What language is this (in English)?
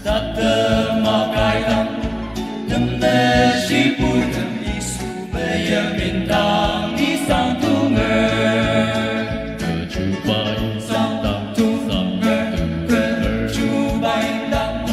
Ao Naga